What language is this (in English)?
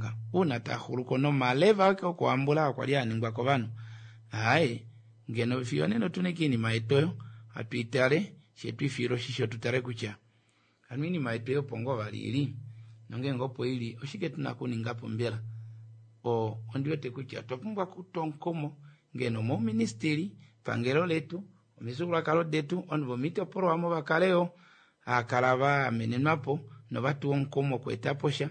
Kuanyama